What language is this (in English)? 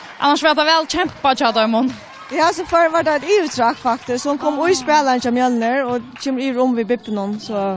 Faroese